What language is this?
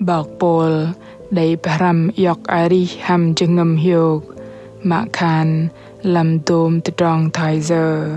Bahnar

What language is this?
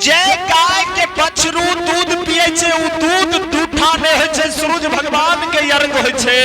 Angika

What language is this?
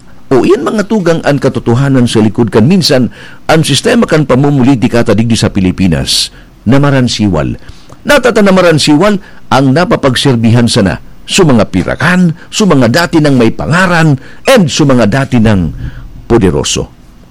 Bikol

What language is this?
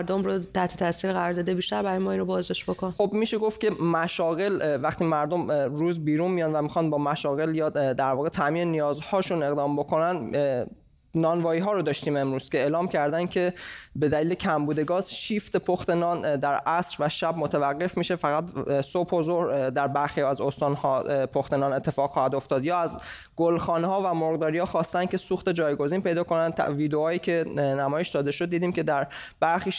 Persian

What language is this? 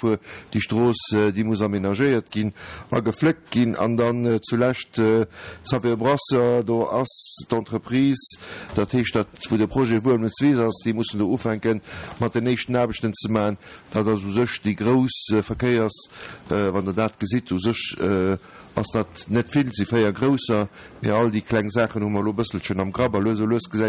Luxembourgish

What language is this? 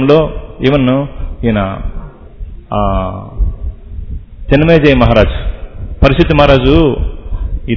Telugu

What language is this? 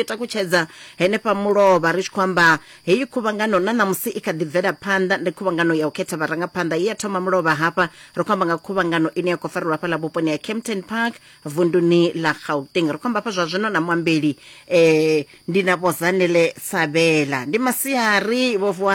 Venda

